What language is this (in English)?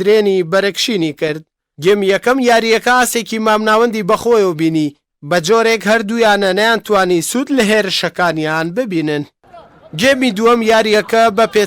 Central Kurdish